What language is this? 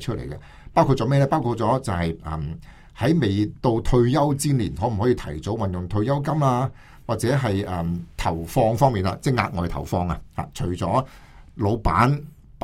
Cantonese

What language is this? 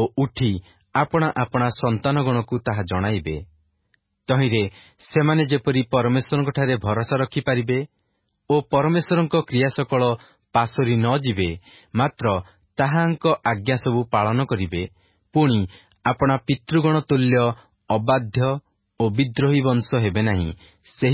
Odia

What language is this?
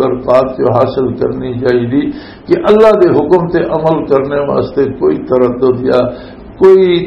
Western Panjabi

